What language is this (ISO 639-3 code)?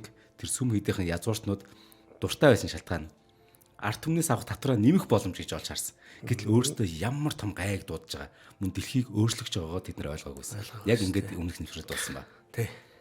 mon